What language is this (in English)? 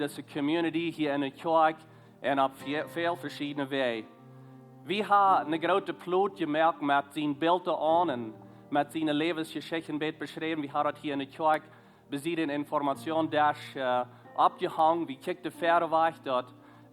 Plautdietsch